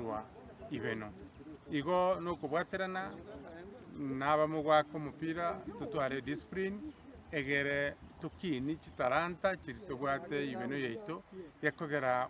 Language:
Gusii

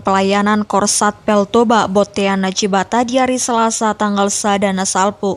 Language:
Batak Toba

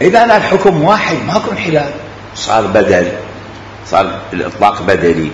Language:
Mesopotamian Arabic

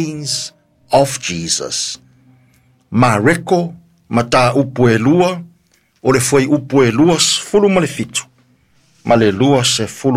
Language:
Samoan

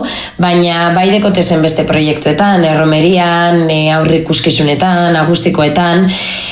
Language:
Basque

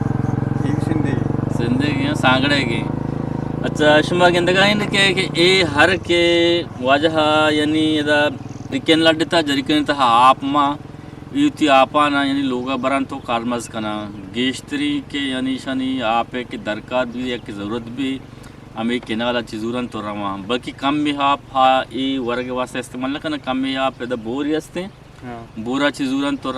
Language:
Eastern Balochi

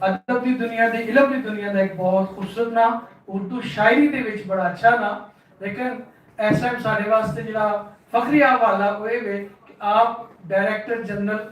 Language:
Western Panjabi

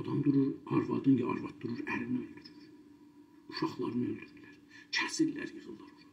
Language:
South Azerbaijani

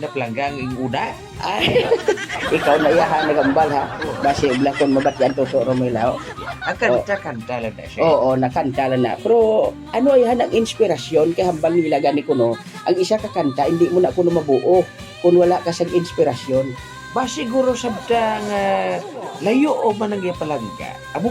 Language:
Hiligaynon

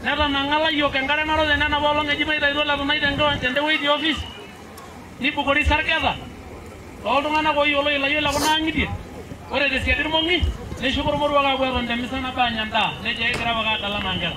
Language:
Masai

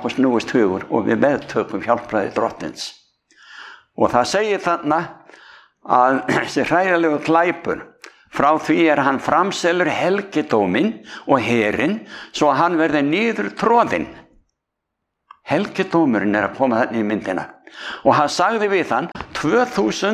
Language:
Icelandic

